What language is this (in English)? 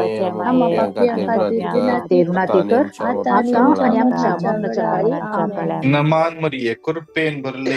Konkani